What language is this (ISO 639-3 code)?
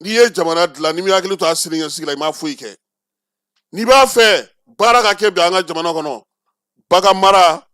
bam